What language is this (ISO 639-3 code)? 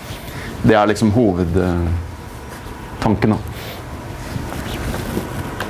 nor